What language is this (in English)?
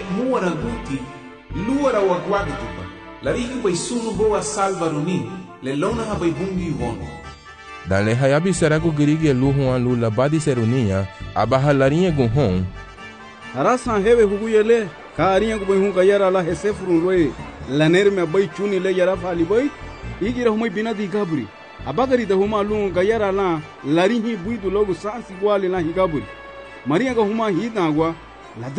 Garifuna